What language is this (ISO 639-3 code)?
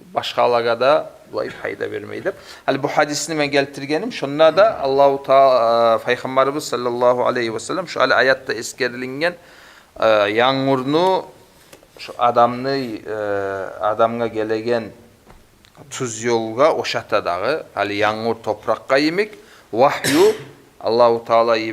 kum